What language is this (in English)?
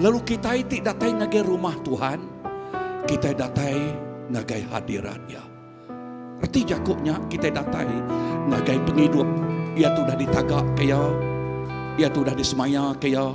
Iban